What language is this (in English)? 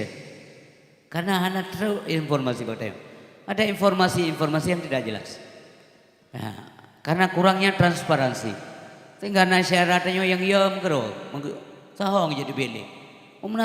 Achinese